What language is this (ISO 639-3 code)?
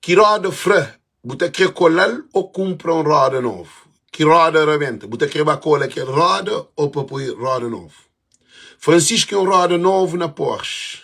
kea